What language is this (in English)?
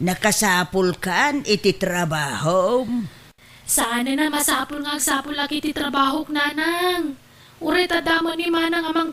Iloko